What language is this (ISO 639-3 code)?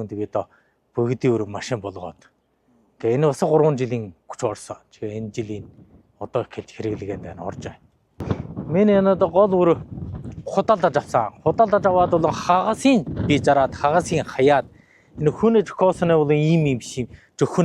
mon